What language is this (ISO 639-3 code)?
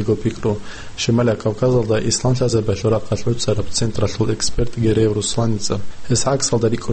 ava